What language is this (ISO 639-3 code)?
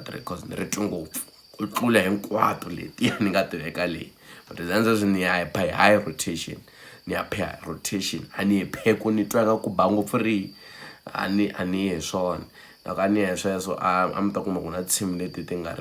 tso